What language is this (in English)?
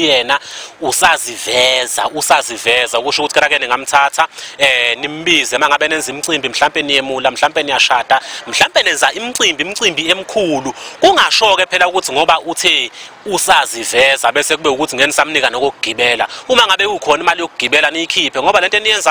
Zulu